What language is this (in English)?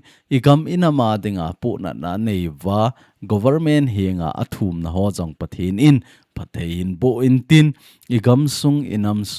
Thado Chin